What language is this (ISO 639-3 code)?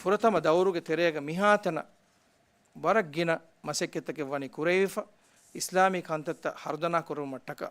div